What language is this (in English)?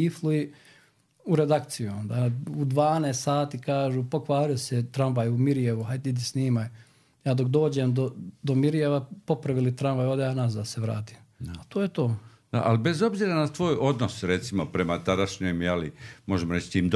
Serbian